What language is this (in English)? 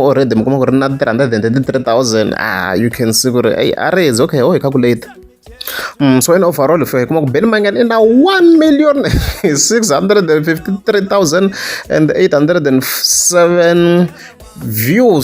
Tsonga